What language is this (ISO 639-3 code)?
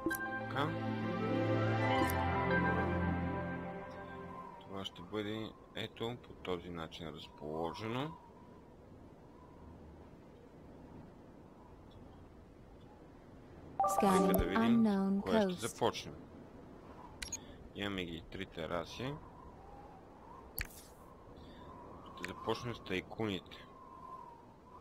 bul